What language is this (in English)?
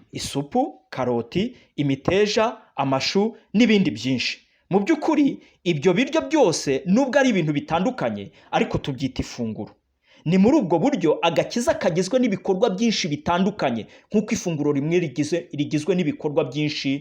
Kinyarwanda